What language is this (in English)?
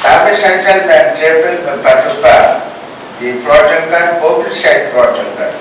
Pohnpeian